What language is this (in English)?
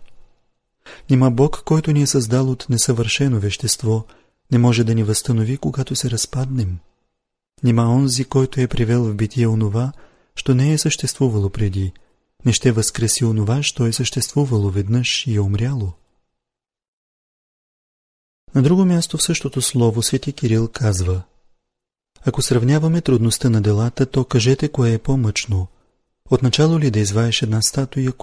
Bulgarian